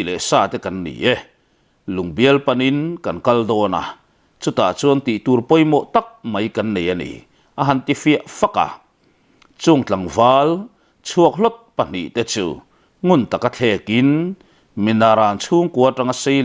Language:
Mizo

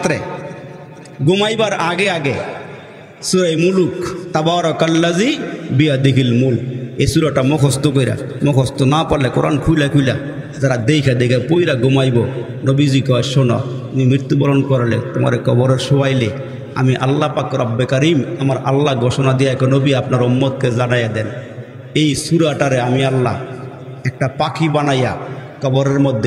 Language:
Bangla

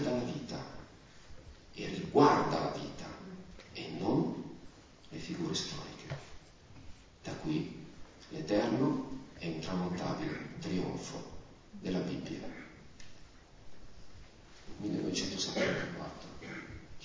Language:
Italian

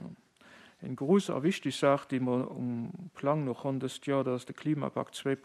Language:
Luxembourgish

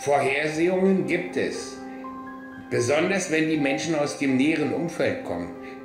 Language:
German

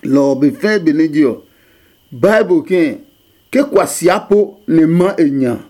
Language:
Adangme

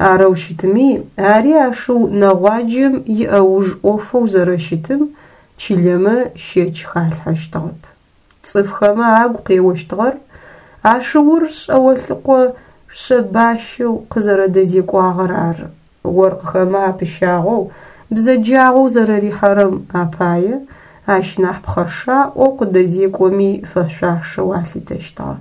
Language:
Adyghe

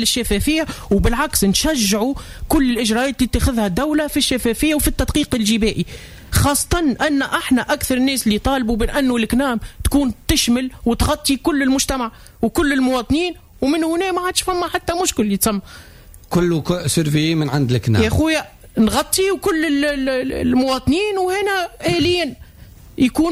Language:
Tunisian Arabic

